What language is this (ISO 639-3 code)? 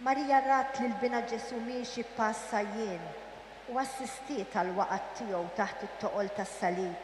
mlt